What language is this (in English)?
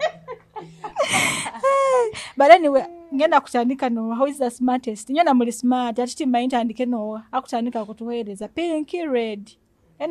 Nyoro